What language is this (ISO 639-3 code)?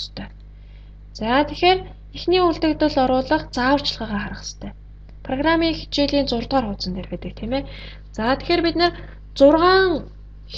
mon